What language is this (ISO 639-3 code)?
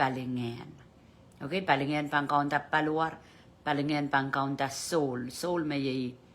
pon